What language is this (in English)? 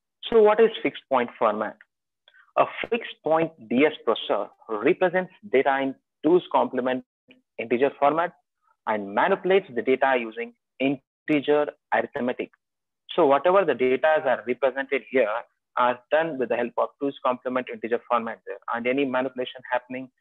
English